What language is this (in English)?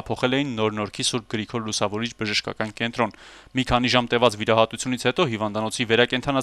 Armenian